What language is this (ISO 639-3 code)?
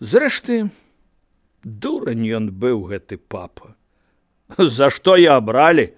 bel